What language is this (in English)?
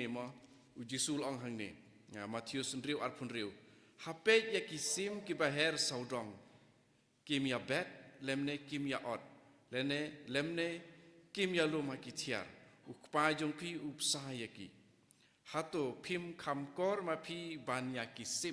Khasi